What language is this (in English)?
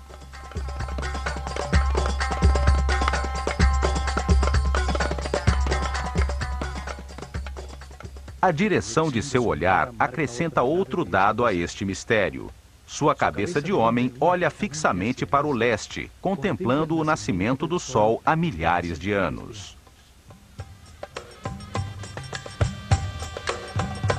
Portuguese